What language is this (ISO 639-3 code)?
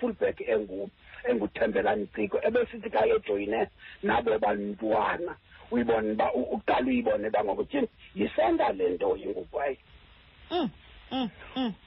xho